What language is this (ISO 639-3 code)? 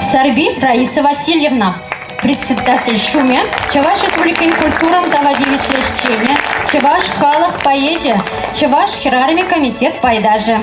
chv